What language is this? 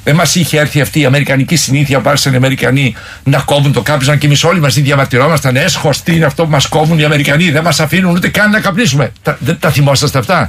Greek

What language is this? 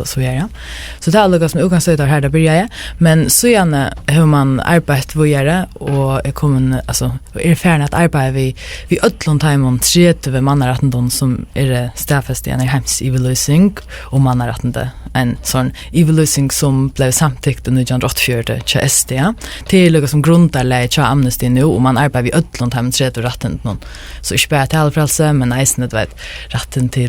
Faroese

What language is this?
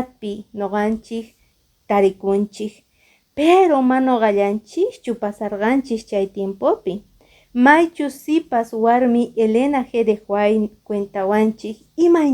Quechua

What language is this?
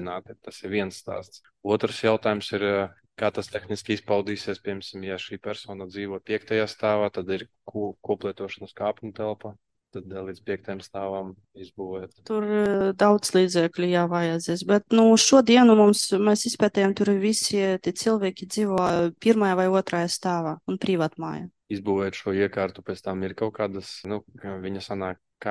Latvian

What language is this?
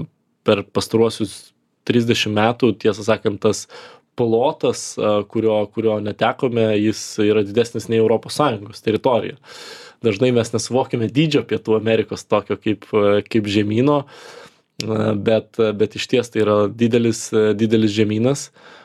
Lithuanian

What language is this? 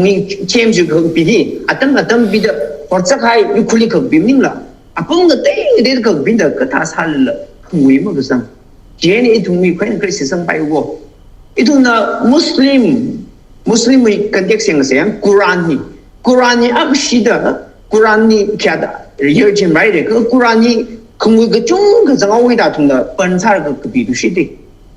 Tangkhul Naga (India)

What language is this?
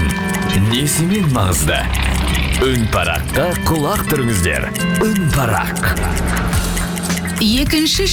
Kazakh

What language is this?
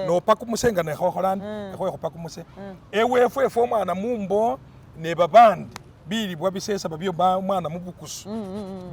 Masaaba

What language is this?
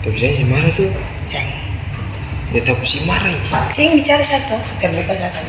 Ambonese Malay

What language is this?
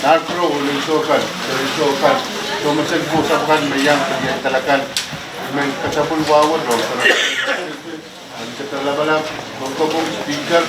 Pohnpeian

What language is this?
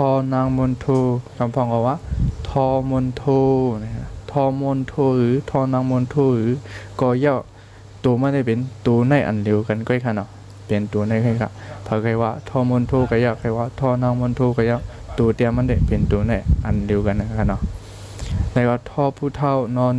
Shan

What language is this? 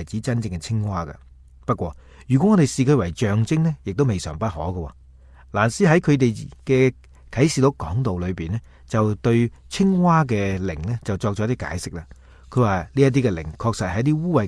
Cantonese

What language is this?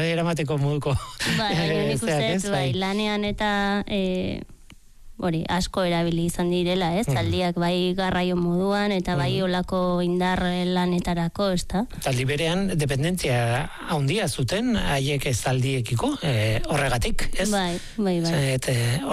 Basque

